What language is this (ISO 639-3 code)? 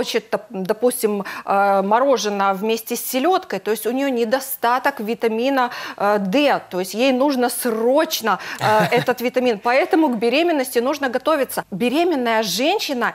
rus